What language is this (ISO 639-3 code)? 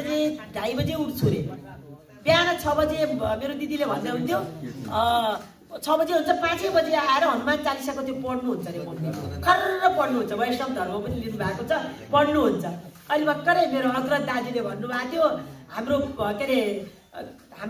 nep